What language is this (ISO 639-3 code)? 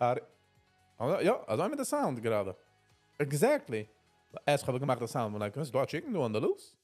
yid